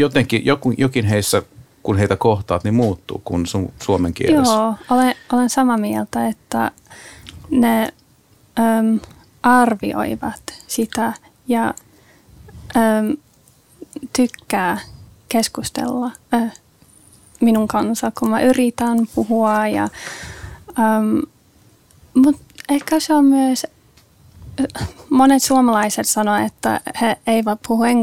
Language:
Finnish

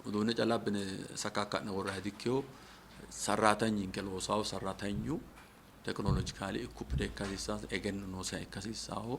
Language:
Sidamo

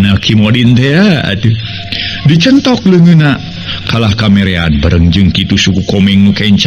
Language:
Sundanese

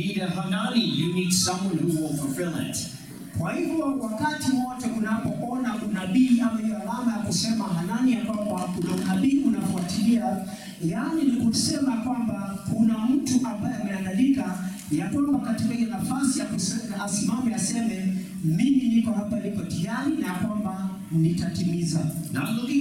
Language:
Swahili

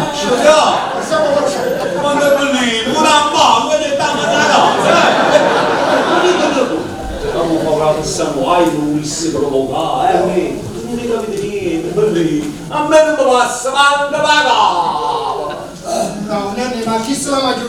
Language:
Neapolitan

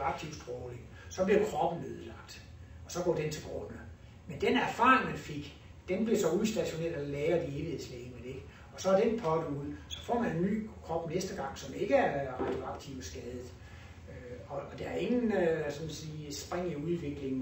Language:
Danish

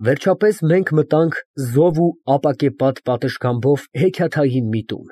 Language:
Armenian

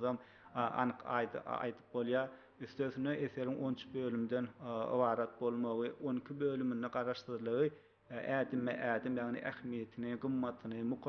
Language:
Turkmen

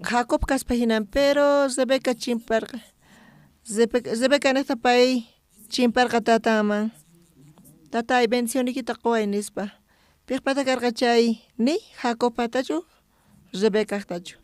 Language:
South Bolivian Quechua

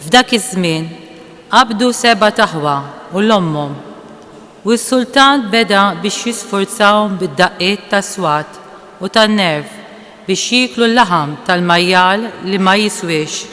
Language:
Maltese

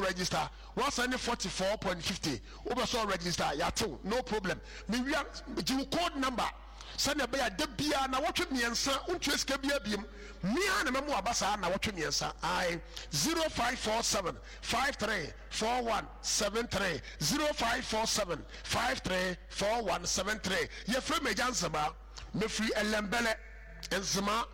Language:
Akan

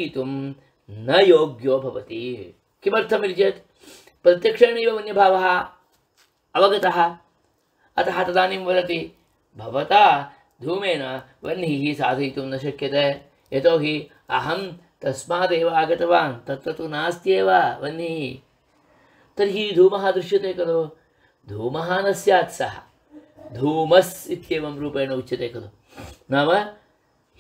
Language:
Sanskrit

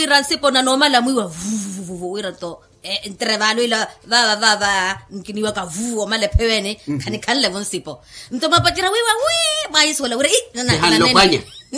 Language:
Makhuwa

